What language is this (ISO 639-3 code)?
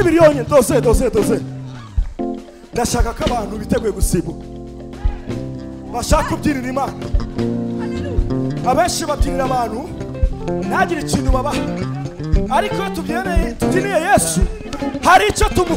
kin